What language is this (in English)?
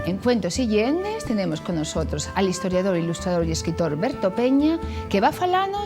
Asturian